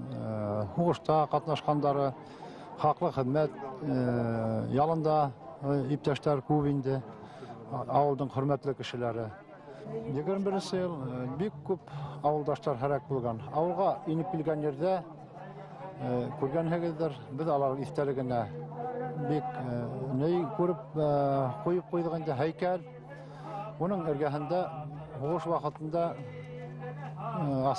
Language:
Bashkir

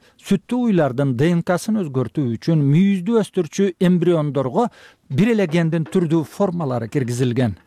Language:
Kyrgyz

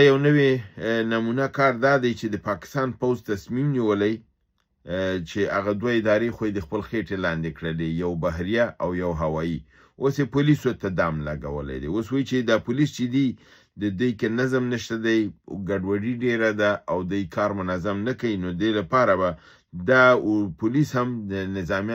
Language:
Pashto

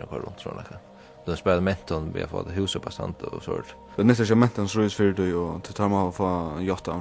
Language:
Faroese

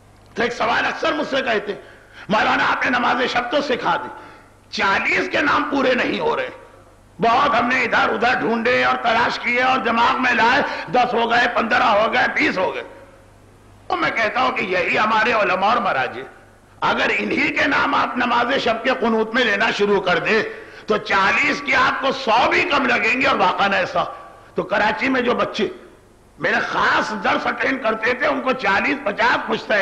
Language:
Urdu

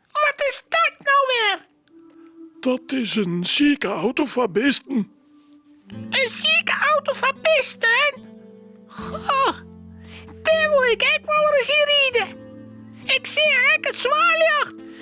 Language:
Western Frisian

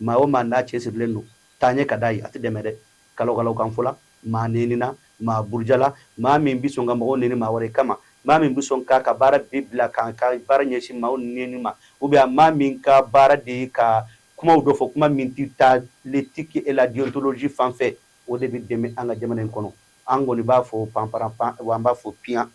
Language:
Bambara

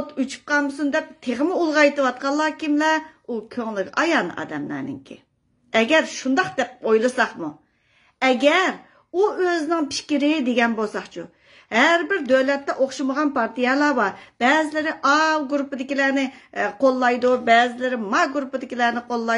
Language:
Uyghur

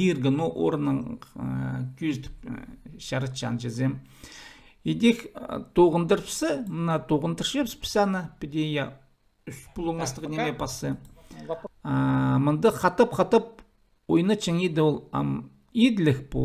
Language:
Khakas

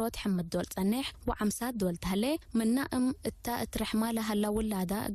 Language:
Tigre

